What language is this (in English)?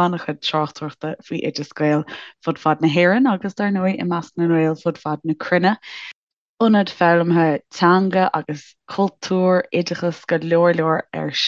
Irish